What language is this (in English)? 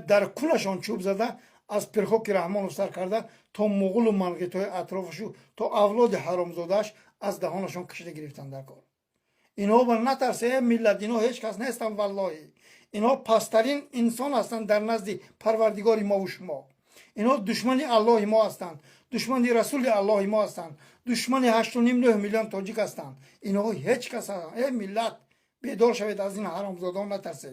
Tajik